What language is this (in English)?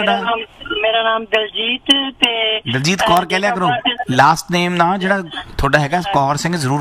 Punjabi